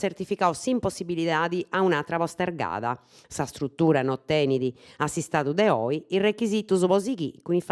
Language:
Sardinian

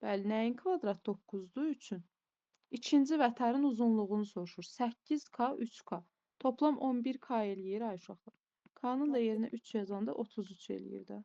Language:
Azerbaijani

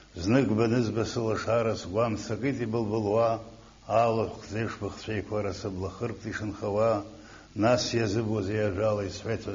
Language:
Abkhazian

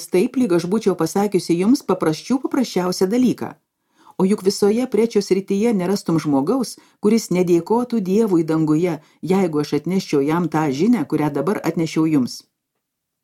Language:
Lithuanian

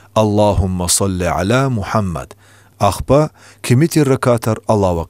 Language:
Lezghian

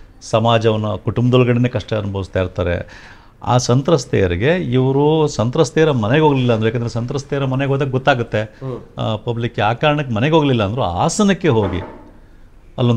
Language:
Kannada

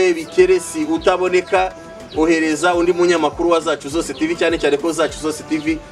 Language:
Kinyarwanda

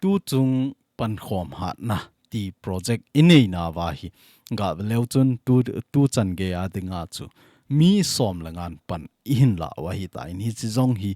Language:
Thado Chin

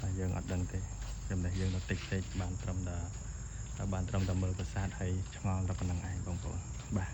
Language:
Khmer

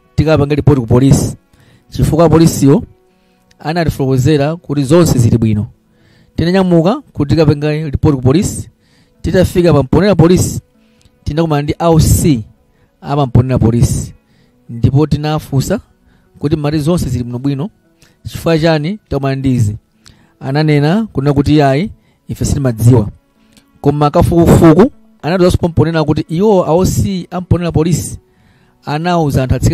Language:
Nyanja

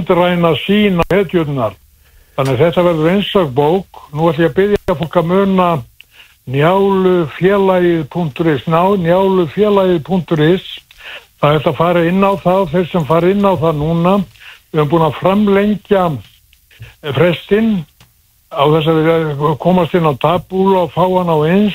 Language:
Icelandic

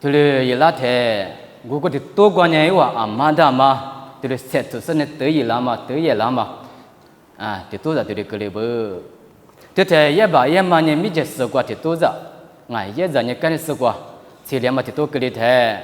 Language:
Lisu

